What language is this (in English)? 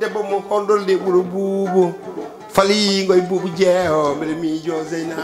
Fula